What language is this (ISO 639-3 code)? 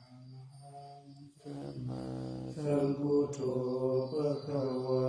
pli